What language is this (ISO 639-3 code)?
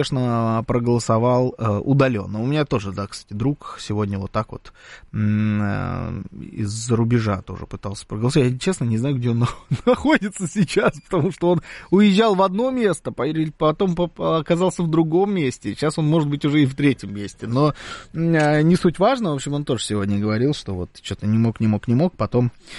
rus